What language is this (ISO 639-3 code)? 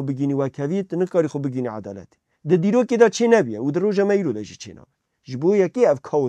kur